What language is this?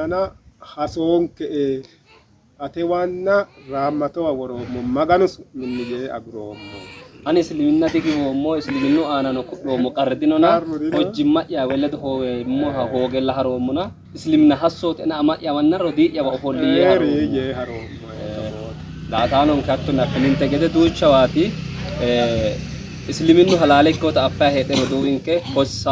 Sidamo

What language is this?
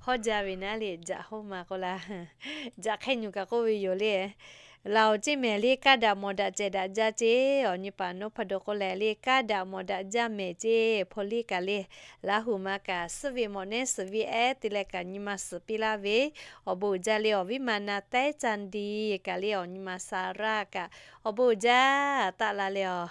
Lahu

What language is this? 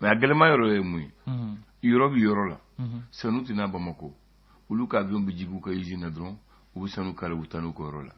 Bambara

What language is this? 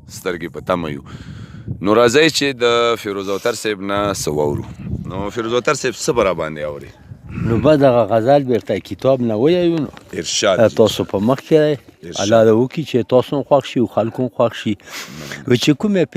Pashto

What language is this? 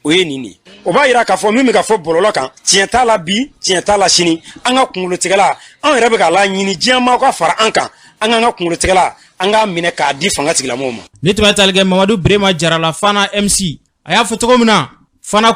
Bambara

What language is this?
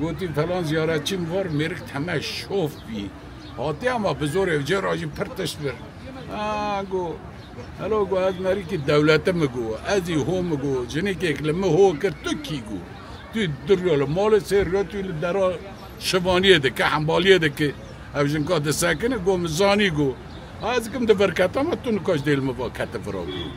Kurdish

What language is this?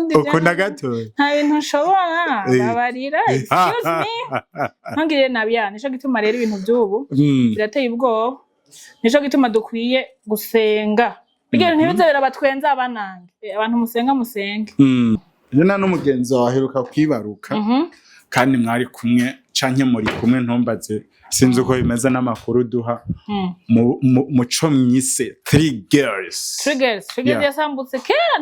Rundi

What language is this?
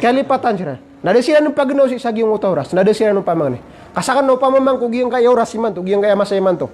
Maranao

